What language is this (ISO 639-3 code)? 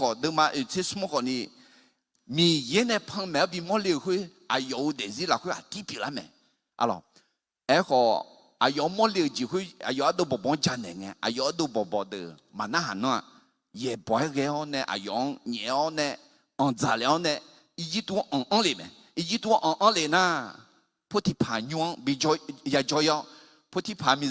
ahk